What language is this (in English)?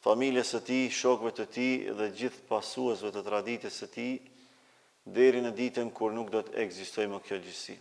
Albanian